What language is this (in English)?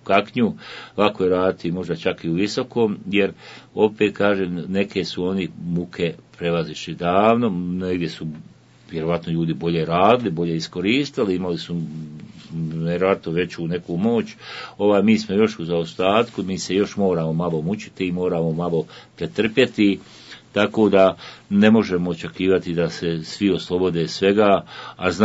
Bosnian